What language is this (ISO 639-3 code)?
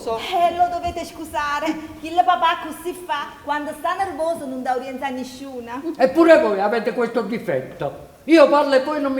nap